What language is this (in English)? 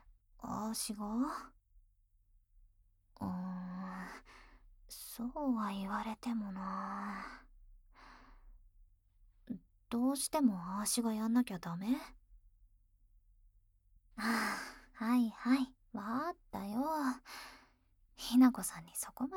Japanese